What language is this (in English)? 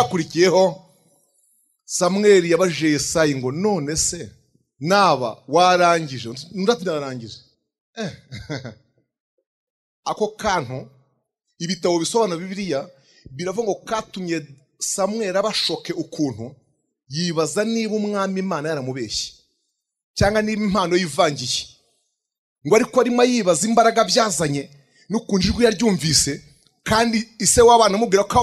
Kinyarwanda